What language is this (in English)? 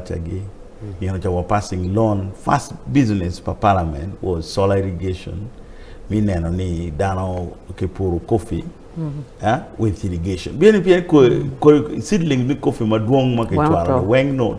Acoli